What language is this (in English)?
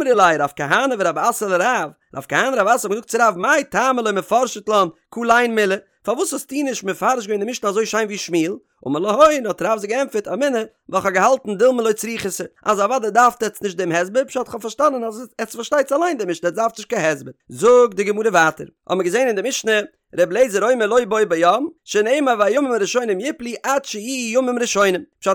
Yiddish